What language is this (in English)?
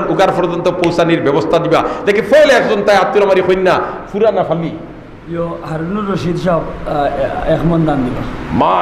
Sylheti